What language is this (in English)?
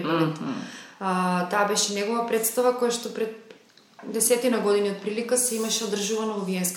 Macedonian